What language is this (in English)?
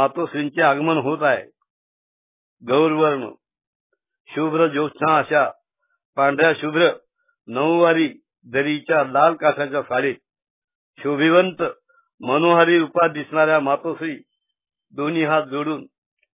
Marathi